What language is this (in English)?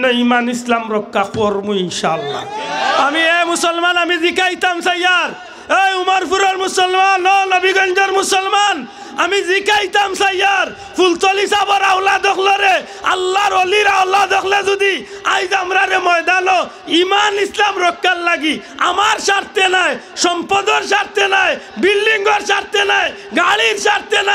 Sylheti